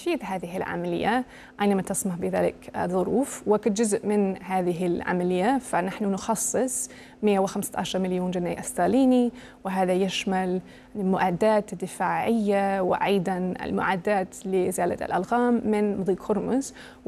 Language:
Arabic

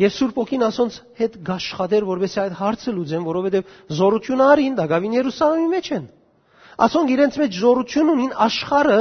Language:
Western Armenian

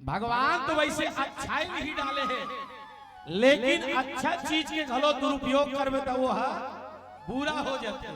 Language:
Chhattisgarhi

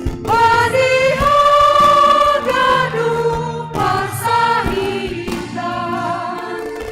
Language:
Batak Simalungun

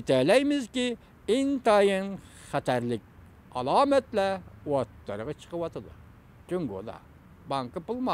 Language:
Uyghur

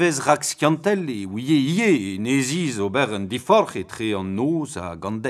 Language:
Breton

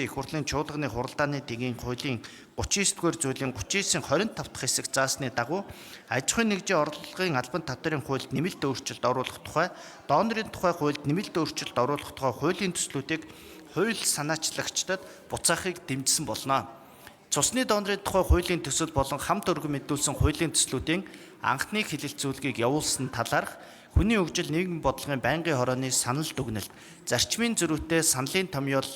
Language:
Mongolian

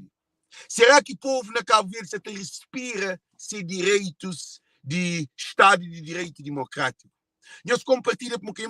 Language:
Kabuverdianu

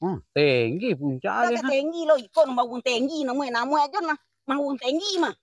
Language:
Minangkabau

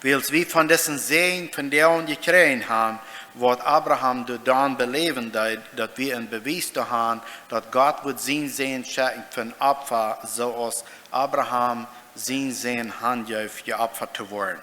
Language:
Plautdietsch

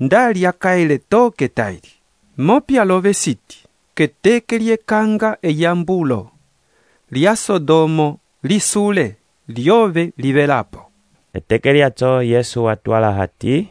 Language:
Umbundu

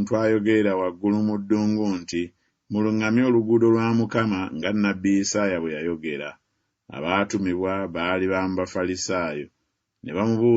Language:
Ganda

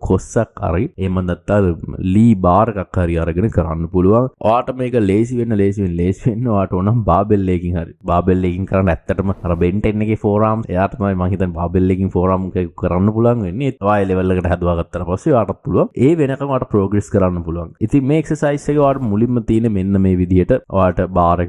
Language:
Sinhala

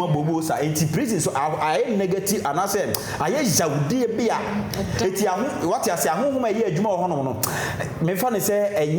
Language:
Akan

